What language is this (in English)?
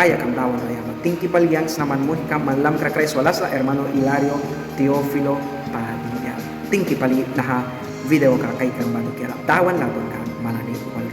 Mískito